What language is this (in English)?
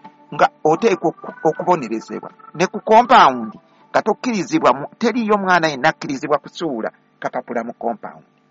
Ganda